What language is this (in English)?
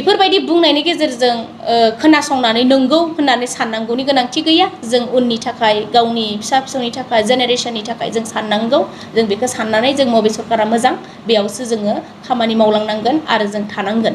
Bodo